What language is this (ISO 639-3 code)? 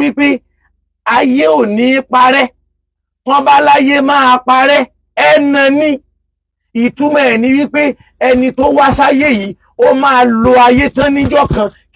yor